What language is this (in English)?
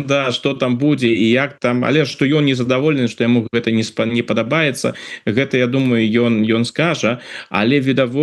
Belarusian